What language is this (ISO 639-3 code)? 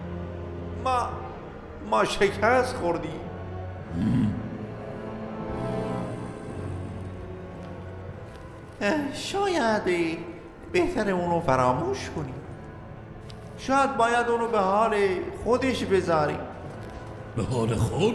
fas